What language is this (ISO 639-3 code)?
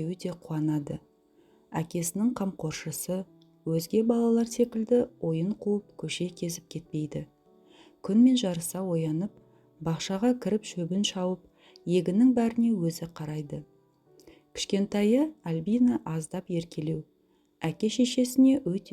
kaz